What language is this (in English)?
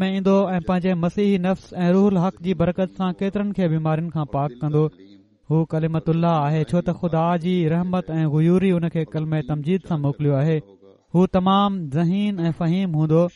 Sindhi